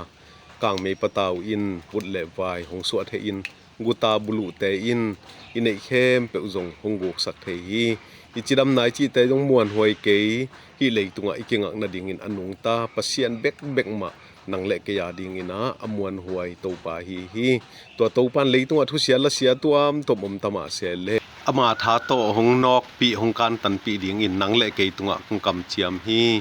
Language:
Tedim Chin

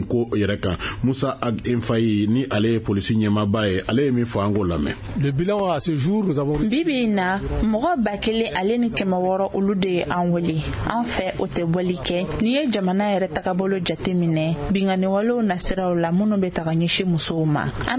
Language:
Bambara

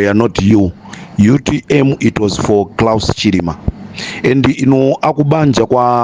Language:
Nyanja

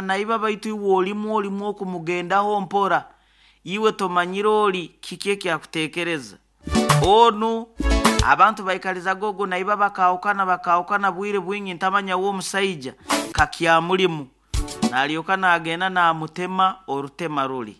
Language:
Nyoro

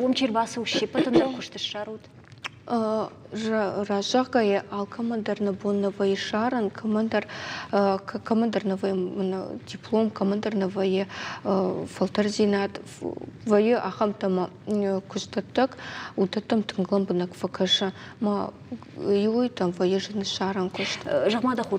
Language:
Ossetic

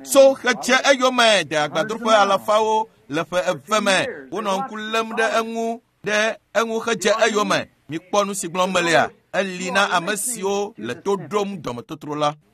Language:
Ewe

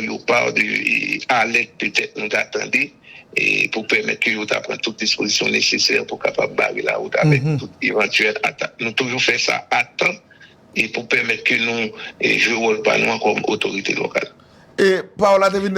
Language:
Haitian Creole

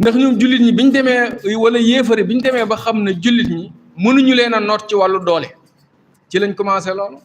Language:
Wolof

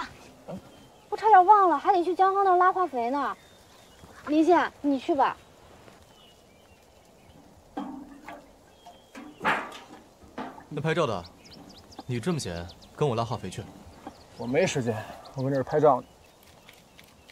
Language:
Chinese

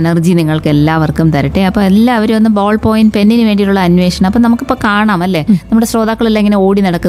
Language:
Malayalam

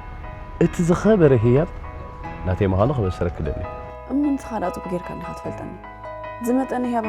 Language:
Tigrinya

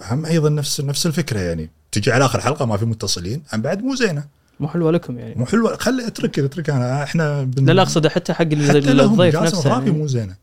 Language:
Gulf Arabic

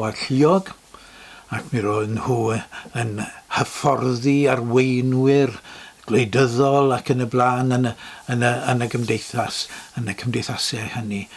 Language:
Welsh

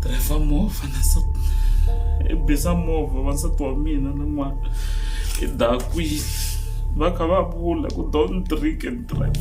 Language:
Tsonga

